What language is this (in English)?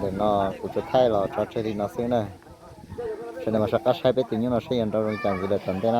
Hmong